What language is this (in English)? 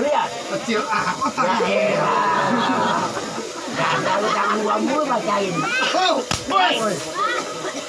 Betawi